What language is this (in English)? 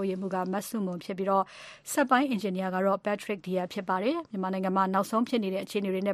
Burmese